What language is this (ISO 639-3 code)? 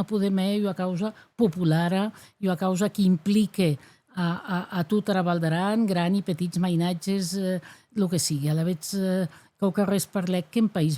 oci